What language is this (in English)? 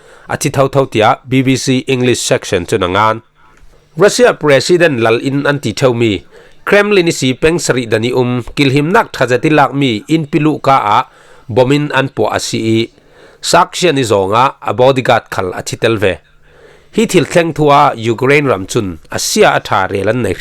Falam Chin